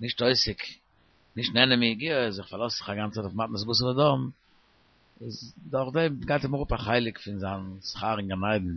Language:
Yiddish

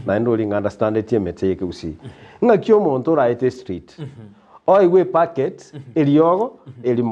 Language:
Gusii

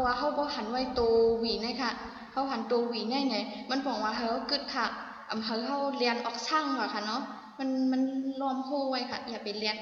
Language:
Shan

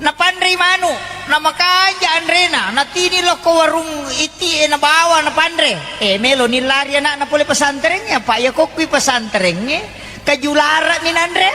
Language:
Buginese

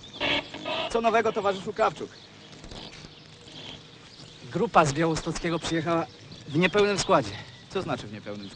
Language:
Polish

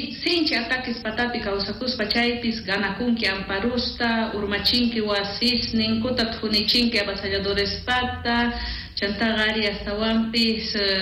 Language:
South Bolivian Quechua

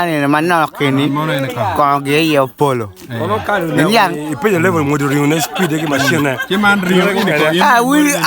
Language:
Acoli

